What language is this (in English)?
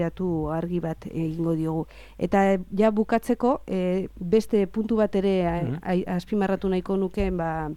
Basque